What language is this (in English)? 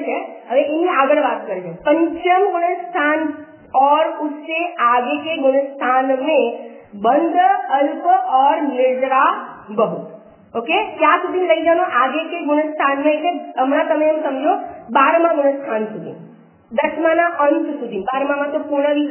Gujarati